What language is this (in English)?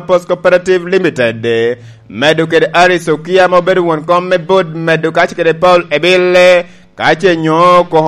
Lango (Uganda)